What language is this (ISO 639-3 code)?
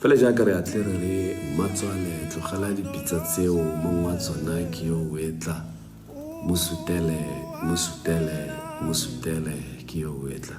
tsn